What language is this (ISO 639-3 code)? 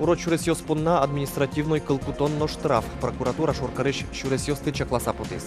udm